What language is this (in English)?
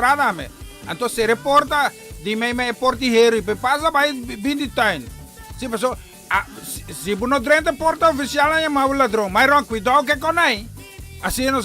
Papiamento